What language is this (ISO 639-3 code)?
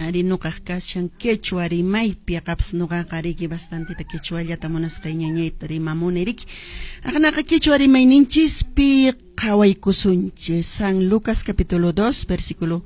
que